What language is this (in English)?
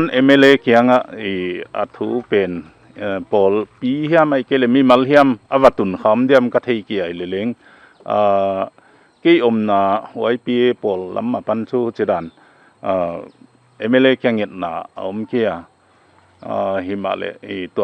Paite Chin